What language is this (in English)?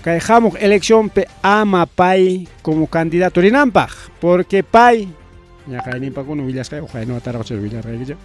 Ayacucho Quechua